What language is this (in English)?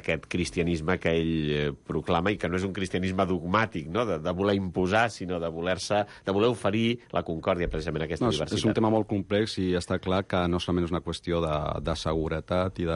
Catalan